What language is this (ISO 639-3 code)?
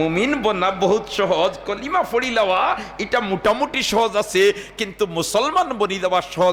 syl